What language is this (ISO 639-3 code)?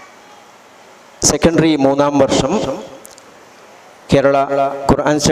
mal